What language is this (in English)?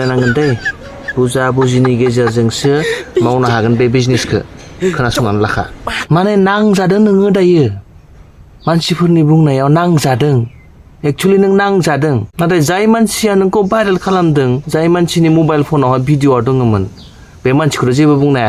Bodo